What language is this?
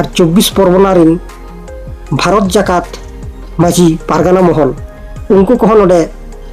Santali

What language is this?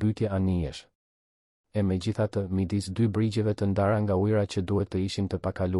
Albanian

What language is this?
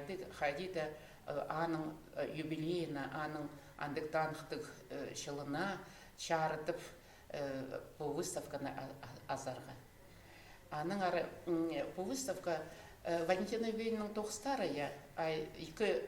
Khakas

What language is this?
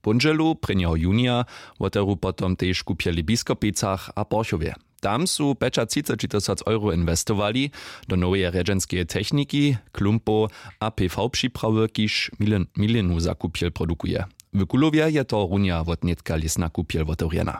Upper Sorbian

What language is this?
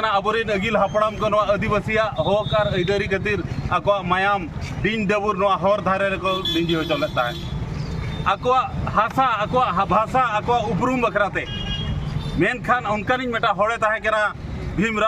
Santali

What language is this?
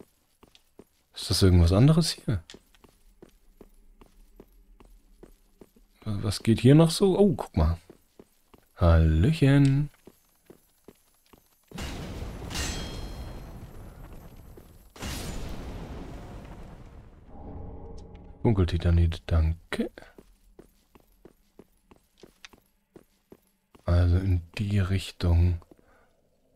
German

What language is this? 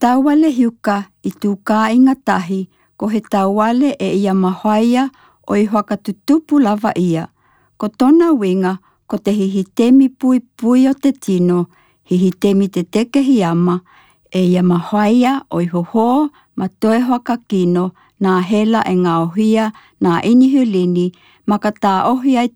Tokelau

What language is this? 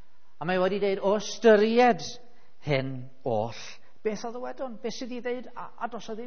Welsh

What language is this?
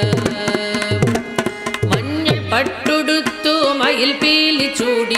Tamil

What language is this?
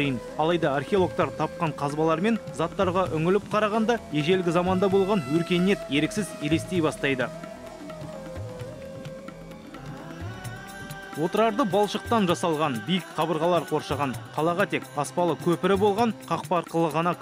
Kazakh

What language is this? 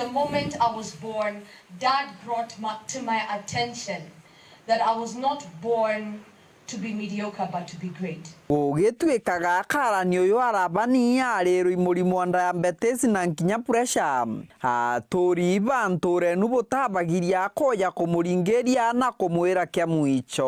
Meru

